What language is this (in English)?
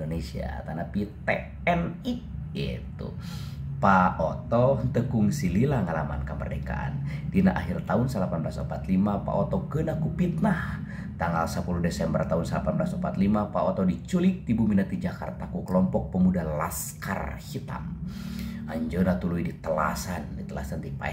Sundanese